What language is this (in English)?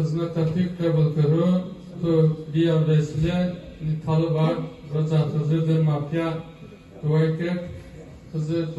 Zaza